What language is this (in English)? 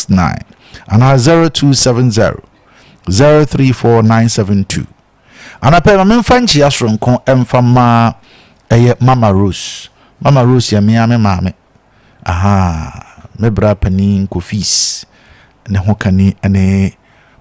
Akan